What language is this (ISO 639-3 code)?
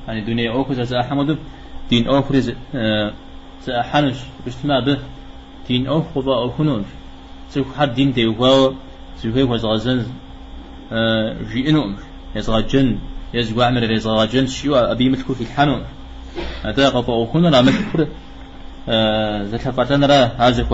kbd